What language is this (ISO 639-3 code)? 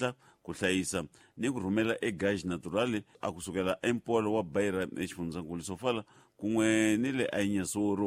tso